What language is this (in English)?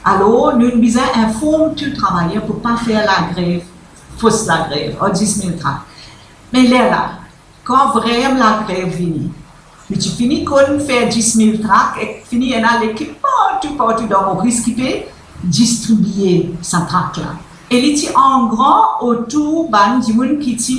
Morisyen